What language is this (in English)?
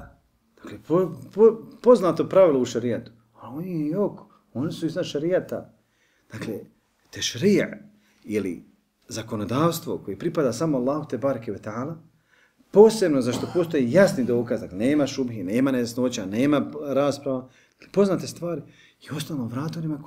Bosnian